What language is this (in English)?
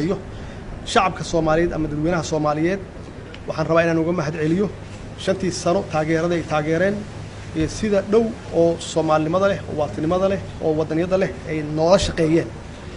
Somali